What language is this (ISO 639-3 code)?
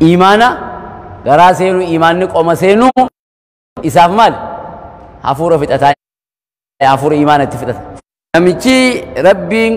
orm